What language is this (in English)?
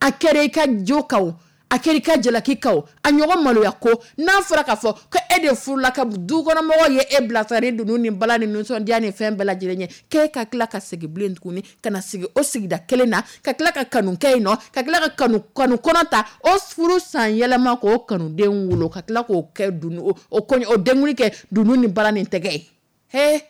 Dyula